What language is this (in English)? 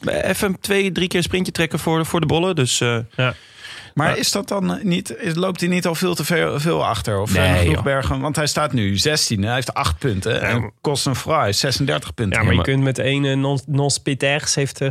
Dutch